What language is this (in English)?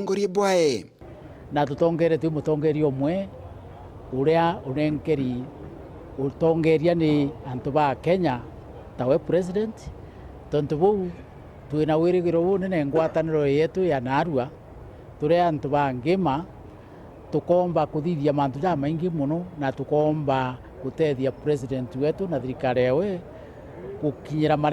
Meru